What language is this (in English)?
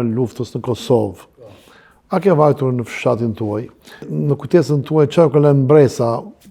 Albanian